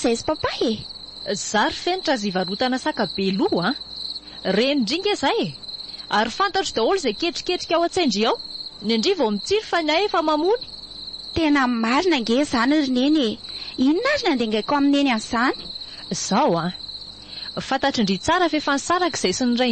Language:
Malagasy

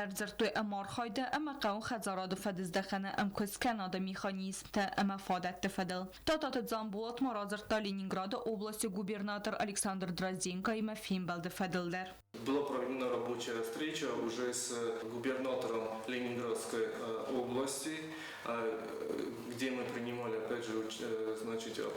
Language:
Ossetic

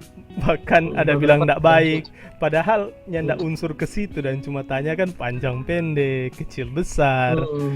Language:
Manado Malay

